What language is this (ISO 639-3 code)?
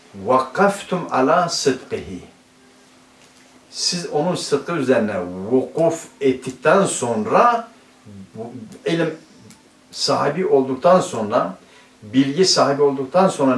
tur